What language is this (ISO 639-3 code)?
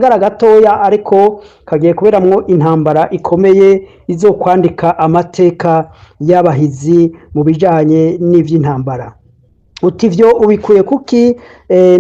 run